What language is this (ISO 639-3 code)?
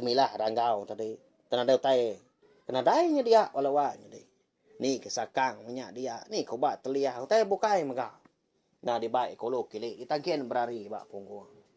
iba